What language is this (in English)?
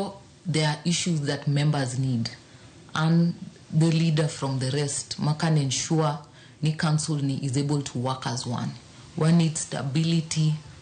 Luo (Kenya and Tanzania)